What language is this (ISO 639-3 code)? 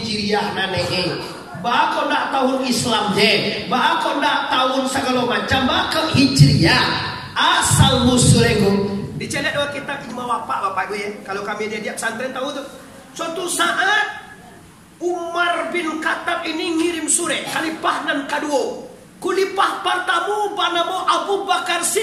min